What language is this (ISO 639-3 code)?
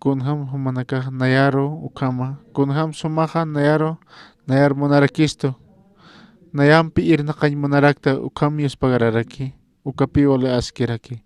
aym